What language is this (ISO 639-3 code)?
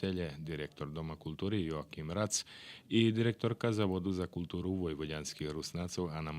rue